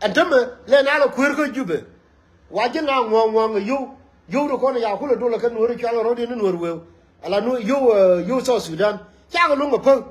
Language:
Nuer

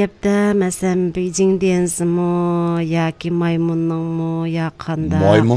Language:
Uyghur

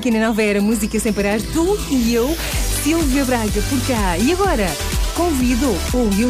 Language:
Portuguese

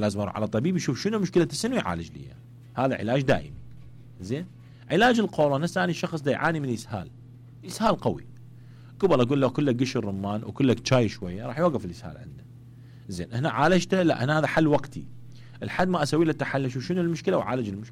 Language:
Mesopotamian Arabic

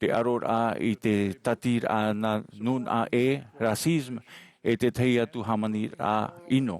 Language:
Tahitian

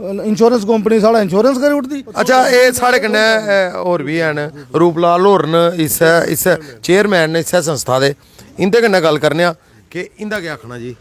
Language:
Dogri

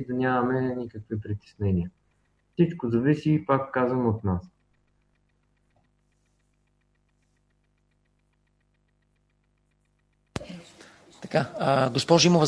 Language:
Bulgarian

